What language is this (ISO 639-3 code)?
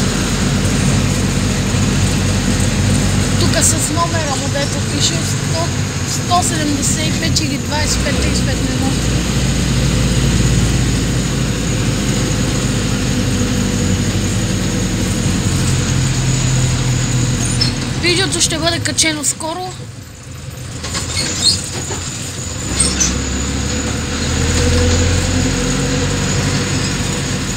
bul